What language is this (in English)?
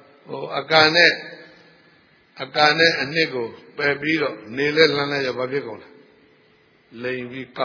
Burmese